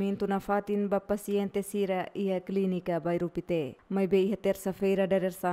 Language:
Tetum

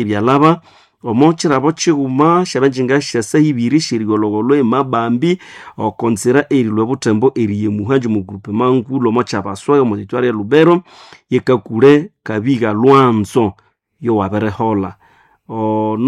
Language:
Nande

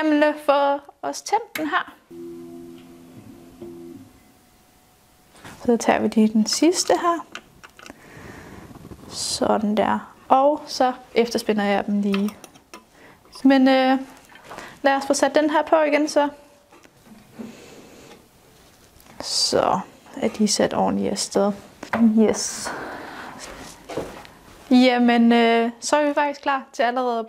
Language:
Danish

